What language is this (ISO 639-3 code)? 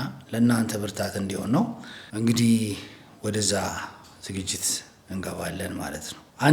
amh